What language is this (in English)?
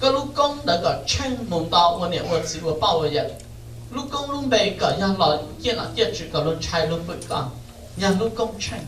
Hmong